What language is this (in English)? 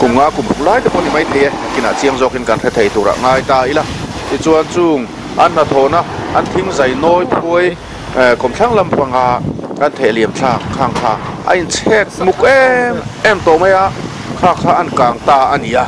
Mizo